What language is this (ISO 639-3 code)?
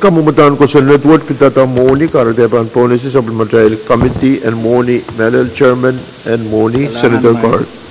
pon